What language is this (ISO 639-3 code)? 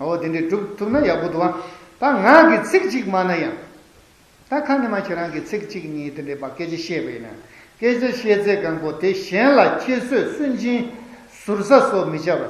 bod